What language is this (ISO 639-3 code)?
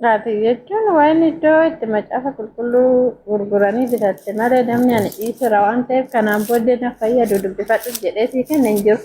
orm